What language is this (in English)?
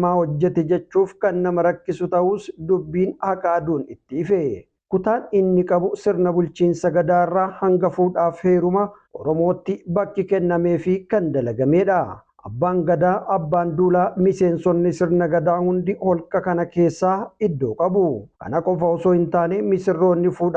Oromo